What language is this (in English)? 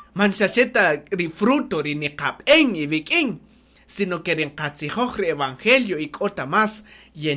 Kaqchikel